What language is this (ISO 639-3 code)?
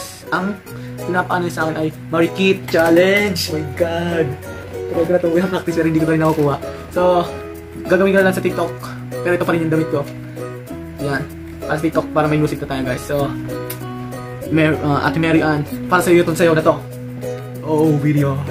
fil